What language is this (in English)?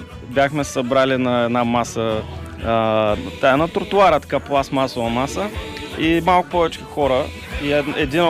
Bulgarian